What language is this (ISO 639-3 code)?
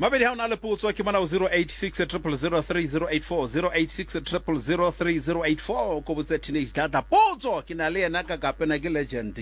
sot